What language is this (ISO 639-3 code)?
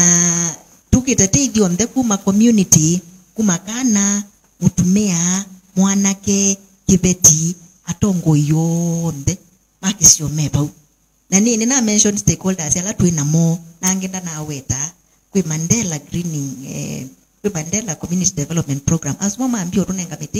kam